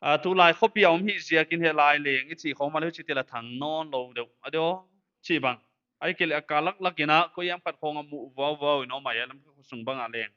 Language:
Paite Chin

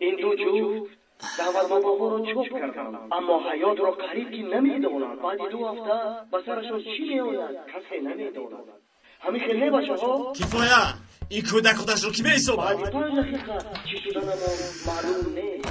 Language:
Tajik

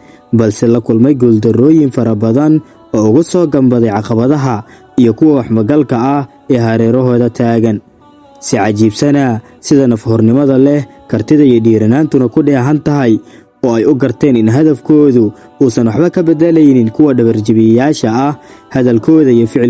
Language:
Somali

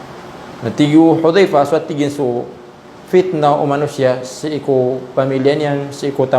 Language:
Maranao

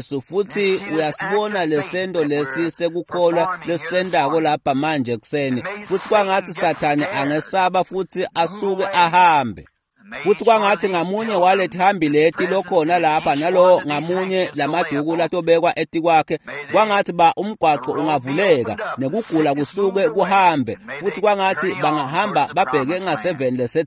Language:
Swati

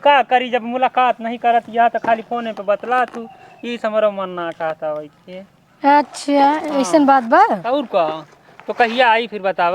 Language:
Awadhi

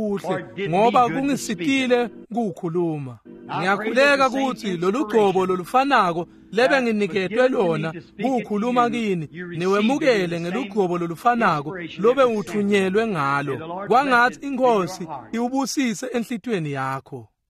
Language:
Swati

